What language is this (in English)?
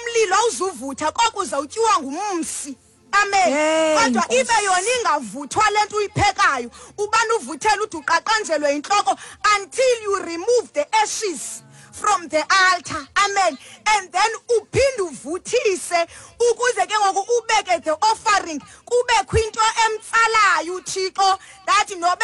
Xhosa